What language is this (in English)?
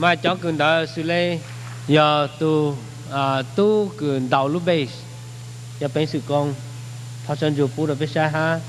Hmong